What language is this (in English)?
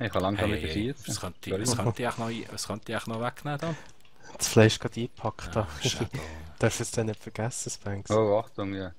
Swiss German